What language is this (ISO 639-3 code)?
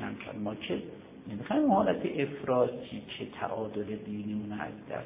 fas